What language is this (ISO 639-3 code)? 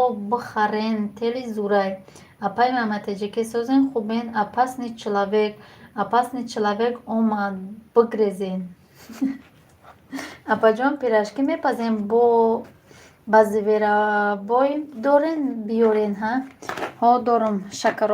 tgk